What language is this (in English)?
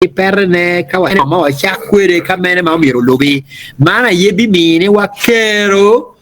Acoli